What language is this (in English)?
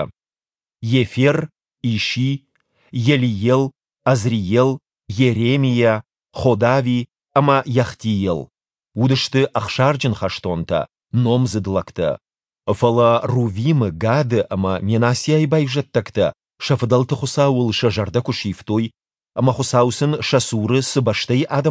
Ossetic